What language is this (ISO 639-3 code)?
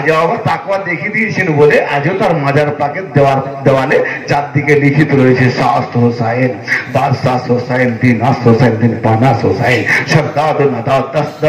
ben